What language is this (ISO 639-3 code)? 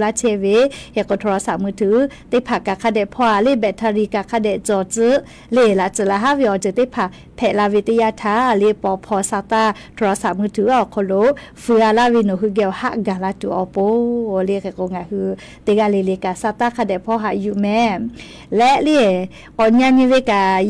lhu